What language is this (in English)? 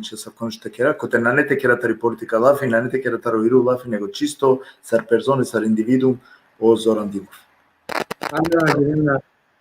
Balkan Romani